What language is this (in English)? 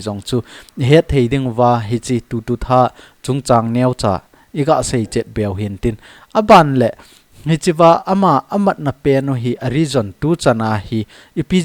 Thado Chin